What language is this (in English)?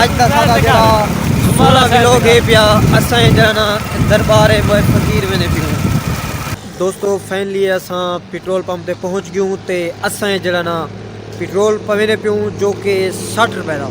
Saraiki